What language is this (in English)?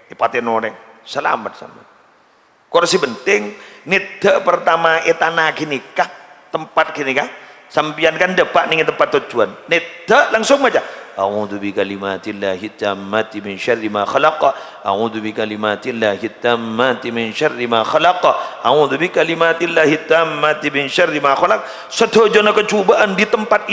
Madurese